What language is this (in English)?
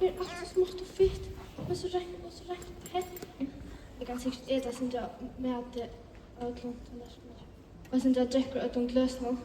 Faroese